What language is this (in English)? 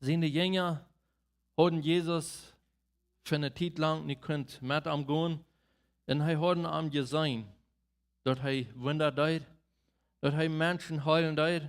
Plautdietsch